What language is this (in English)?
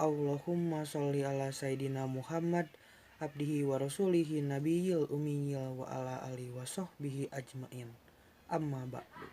Sundanese